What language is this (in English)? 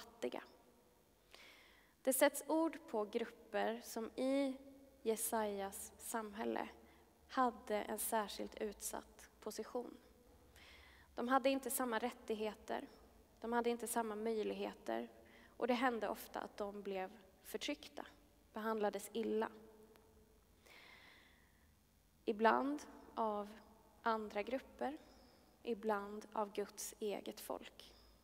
Swedish